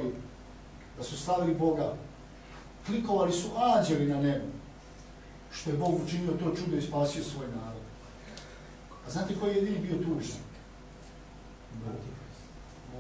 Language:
Serbian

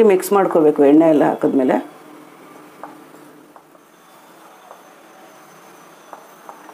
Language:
Kannada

